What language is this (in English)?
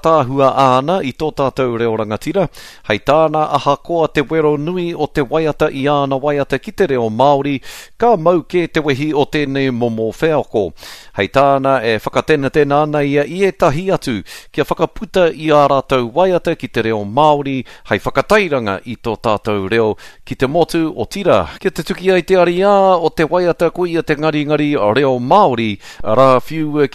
Māori